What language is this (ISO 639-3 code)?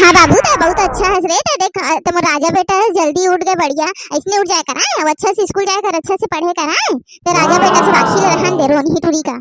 hne